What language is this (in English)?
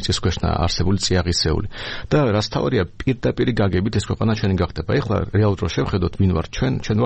Georgian